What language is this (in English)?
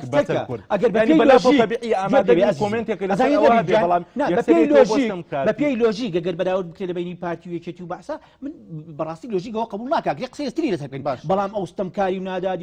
Central Kurdish